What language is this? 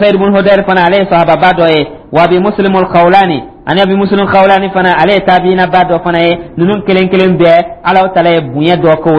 Dyula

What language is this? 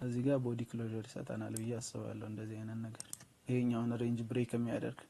Amharic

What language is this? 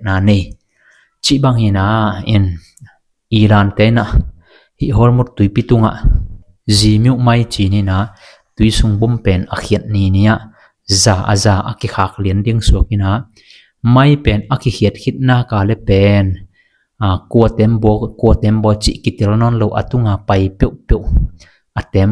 Tedim Chin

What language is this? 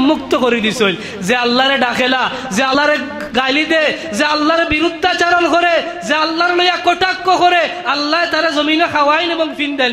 Sylheti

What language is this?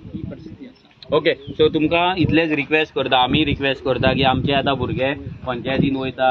Konkani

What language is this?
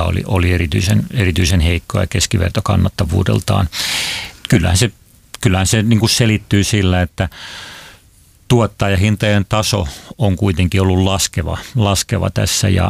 Finnish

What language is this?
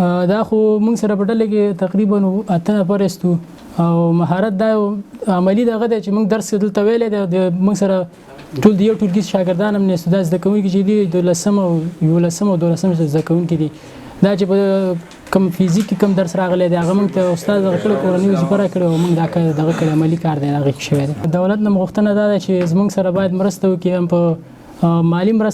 Pashto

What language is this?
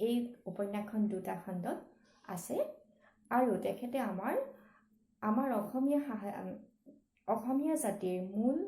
Assamese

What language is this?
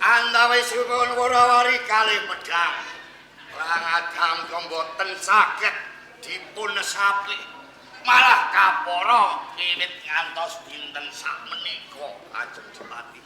Javanese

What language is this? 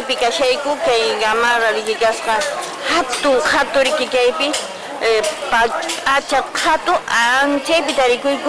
Quechua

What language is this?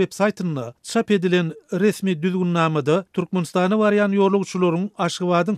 Turkmen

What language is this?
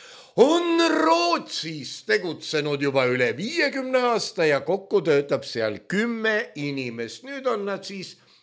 Estonian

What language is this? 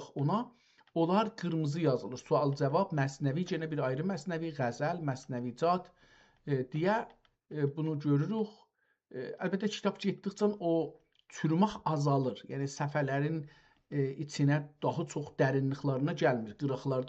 South Azerbaijani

